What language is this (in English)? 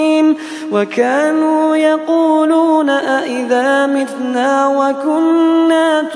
Arabic